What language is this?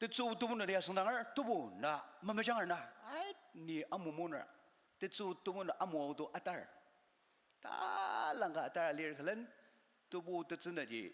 Ao Naga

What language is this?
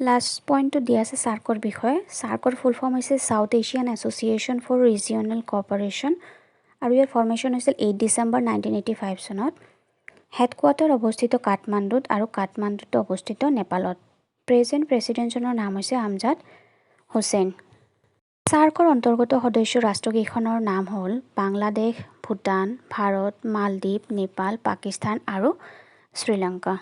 Assamese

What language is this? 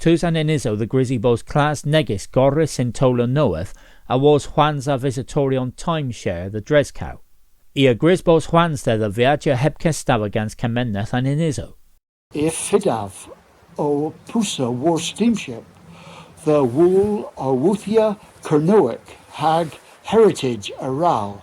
Cornish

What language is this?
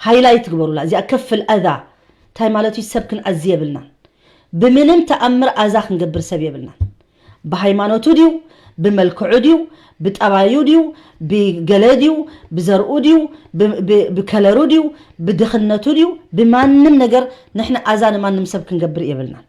Tigrinya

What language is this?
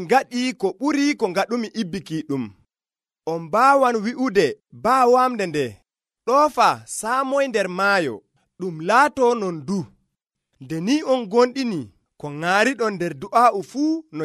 Nigerian Fulfulde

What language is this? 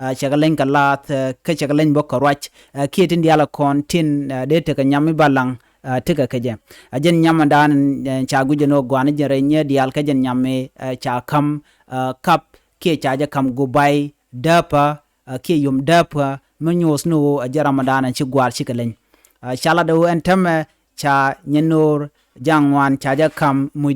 Nuer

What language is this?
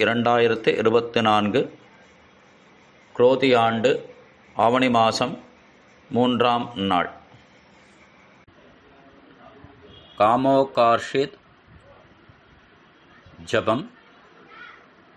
Tamil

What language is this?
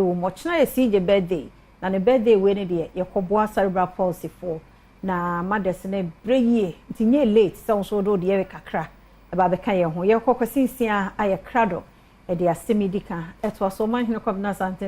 Akan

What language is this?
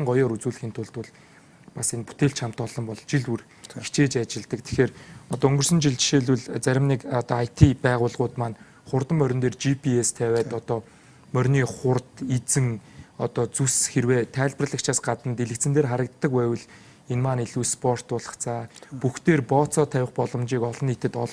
Mongolian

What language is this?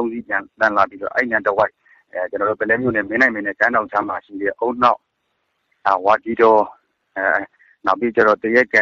Burmese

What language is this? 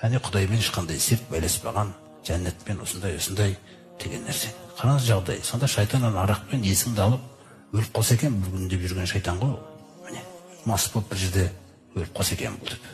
Kazakh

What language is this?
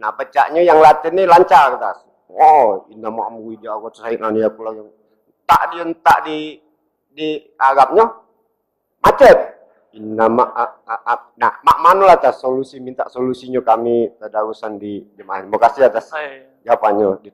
Musi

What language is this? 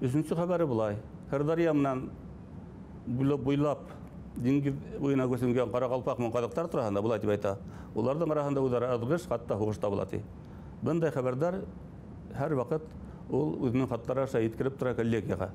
Bashkir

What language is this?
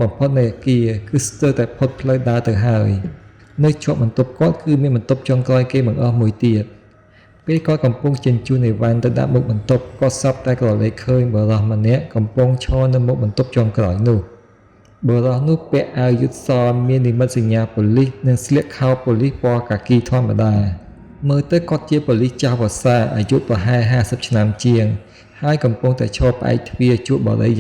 Khmer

